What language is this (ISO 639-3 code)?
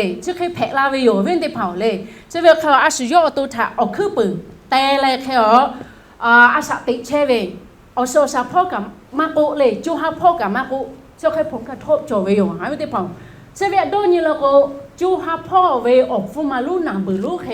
lhu